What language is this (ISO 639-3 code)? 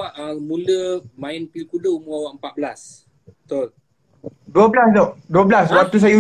msa